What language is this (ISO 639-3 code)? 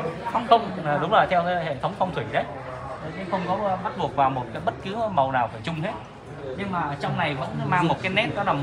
vie